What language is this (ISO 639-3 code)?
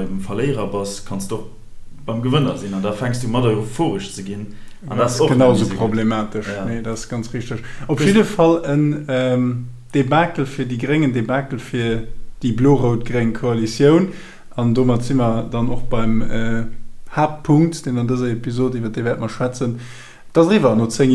ltz